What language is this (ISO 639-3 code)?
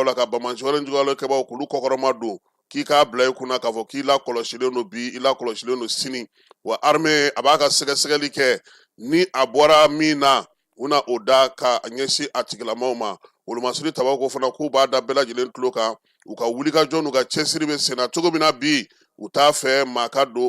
bam